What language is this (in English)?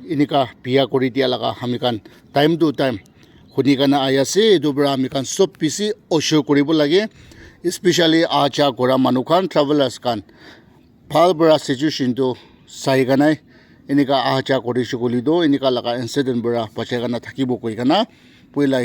Naga Pidgin